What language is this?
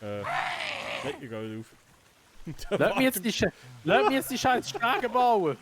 Swiss German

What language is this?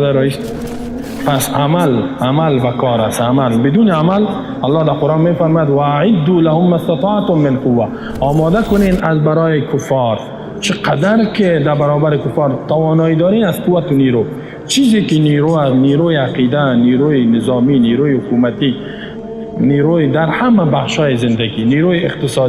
Tajik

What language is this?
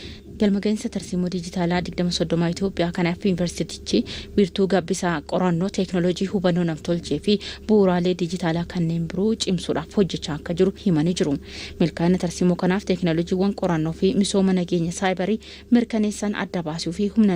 Oromo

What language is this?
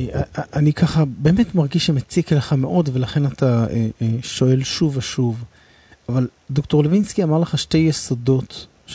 Hebrew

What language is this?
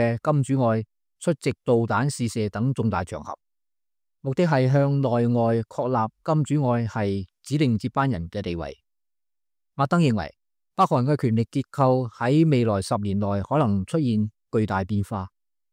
Cantonese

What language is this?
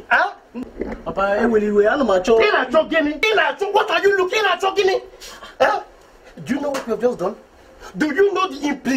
Igbo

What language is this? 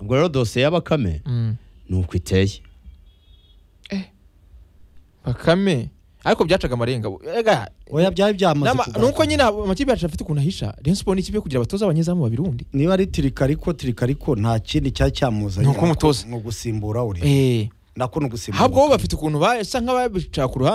Kinyarwanda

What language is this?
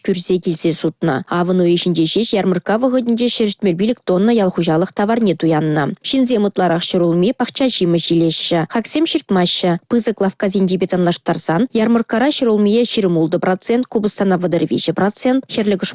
Chuvash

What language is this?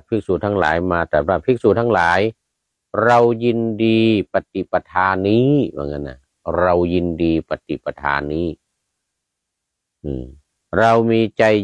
Thai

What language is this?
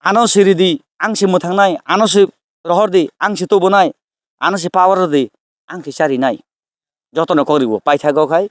Kok Borok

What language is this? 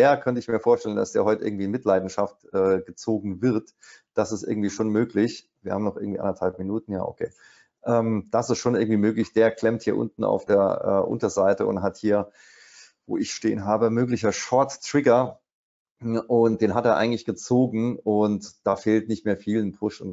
German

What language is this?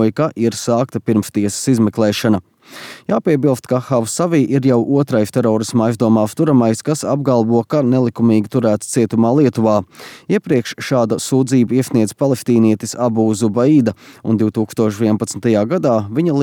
Latvian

